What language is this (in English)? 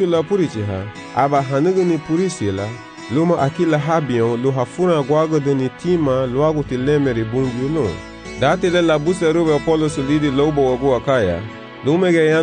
Garifuna